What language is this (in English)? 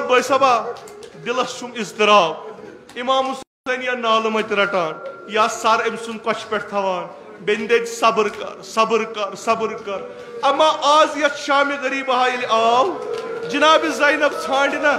Kashmiri